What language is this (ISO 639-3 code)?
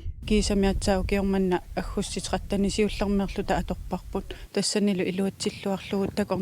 kal